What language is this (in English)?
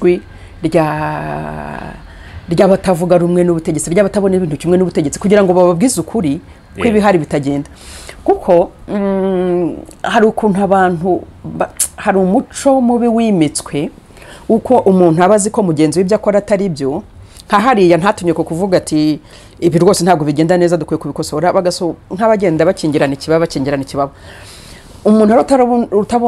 Kinyarwanda